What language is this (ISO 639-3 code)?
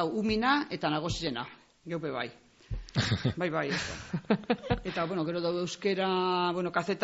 eus